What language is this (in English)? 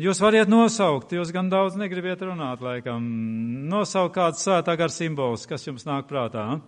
Latvian